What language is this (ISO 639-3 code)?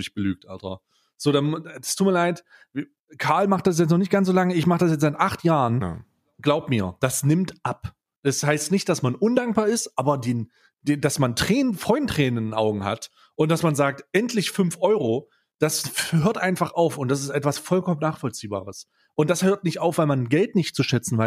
deu